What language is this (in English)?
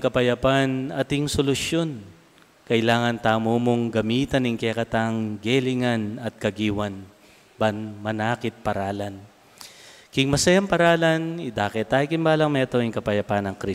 Pampanga